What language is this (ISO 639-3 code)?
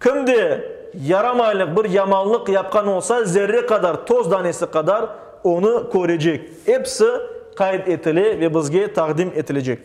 crh